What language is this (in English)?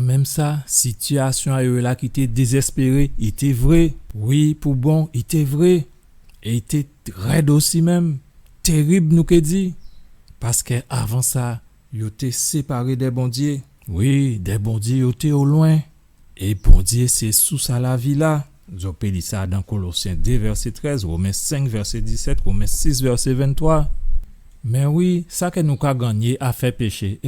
Guadeloupean Creole French